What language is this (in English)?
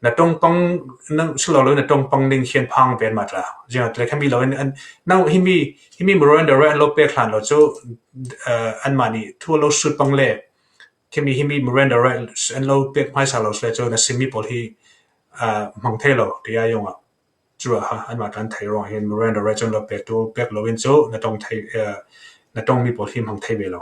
Falam Chin